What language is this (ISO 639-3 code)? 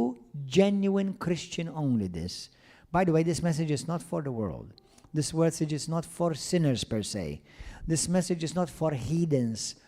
eng